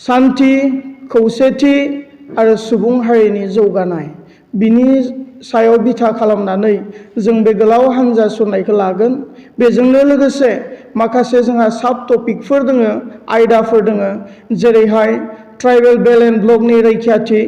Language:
Bodo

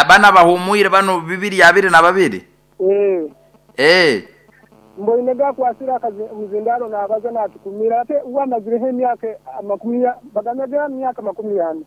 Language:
Nyoro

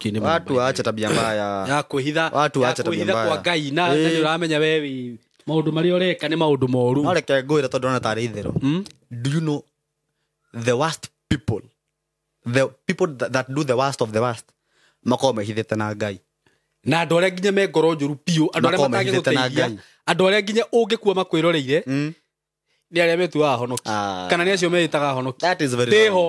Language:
Kikuyu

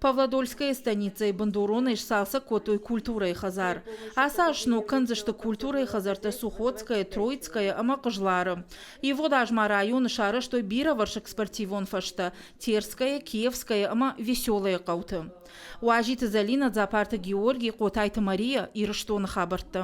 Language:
Ossetic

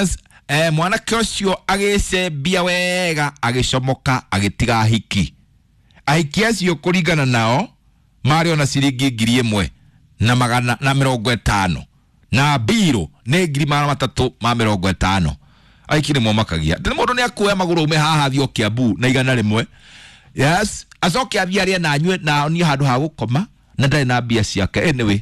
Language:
Kikuyu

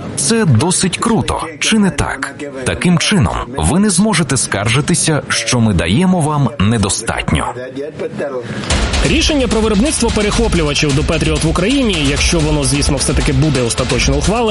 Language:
Ukrainian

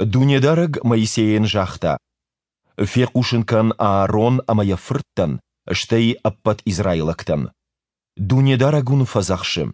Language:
Ossetic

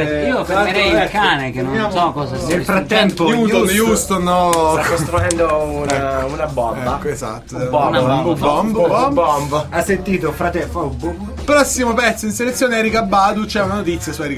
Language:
Italian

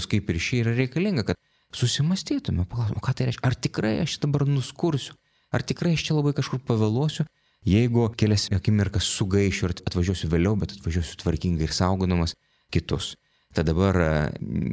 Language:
Lithuanian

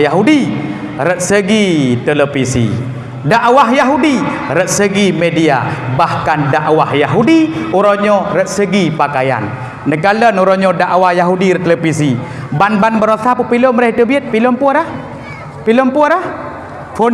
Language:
Achinese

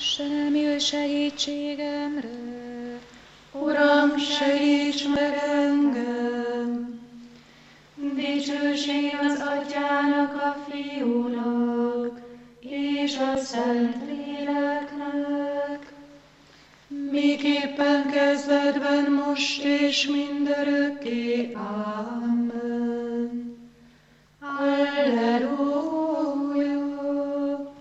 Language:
Hungarian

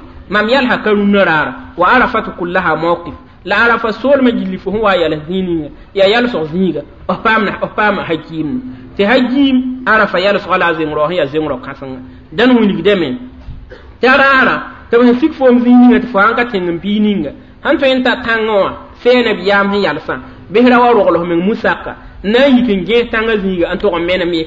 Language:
Mossi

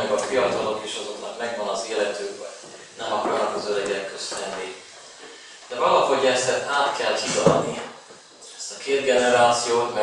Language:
Hungarian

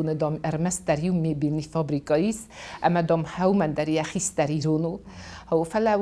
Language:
Ossetic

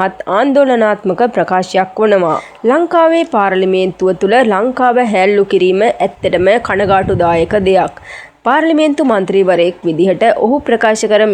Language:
Sinhala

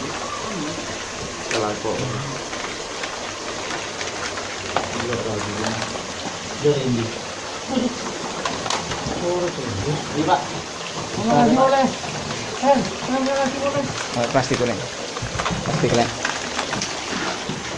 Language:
Indonesian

